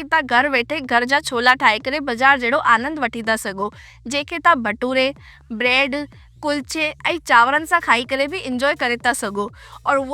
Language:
Sindhi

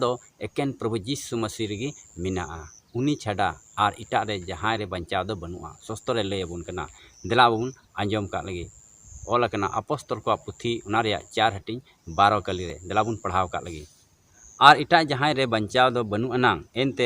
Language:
Santali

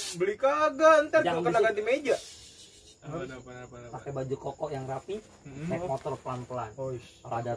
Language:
Betawi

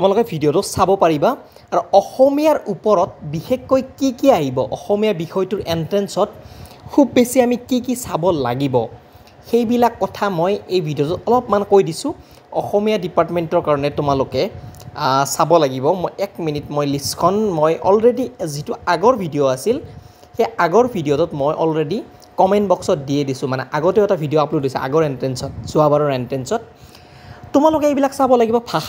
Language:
Assamese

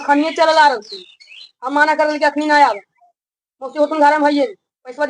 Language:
Magahi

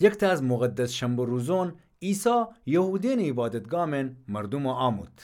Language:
Gilaki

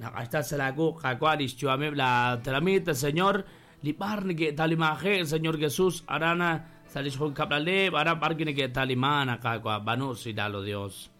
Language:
Kekchí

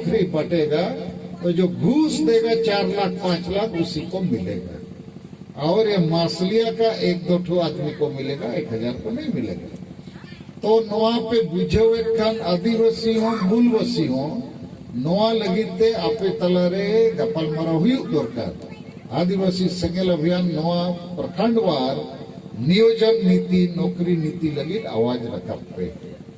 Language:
Santali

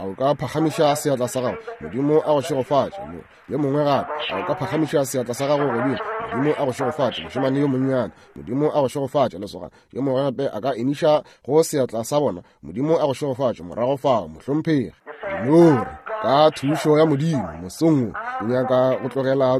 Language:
Northern Sotho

